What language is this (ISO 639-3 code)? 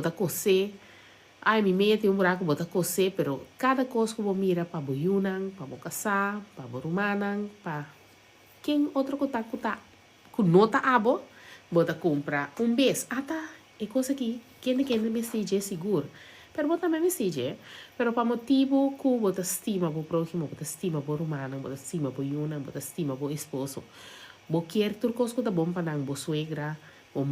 pap